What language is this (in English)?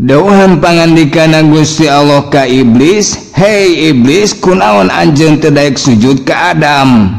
Sundanese